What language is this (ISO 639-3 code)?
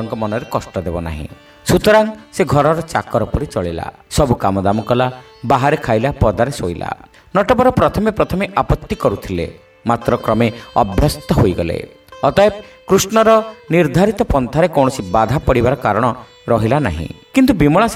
ori